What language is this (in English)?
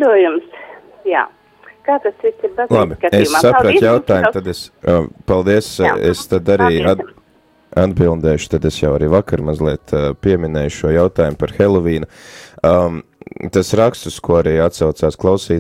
Latvian